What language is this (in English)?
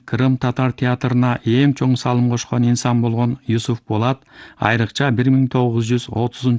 Kyrgyz